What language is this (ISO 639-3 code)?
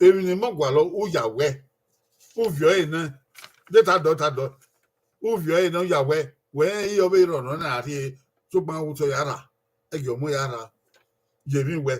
bin